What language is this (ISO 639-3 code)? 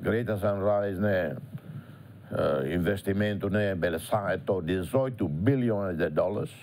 tet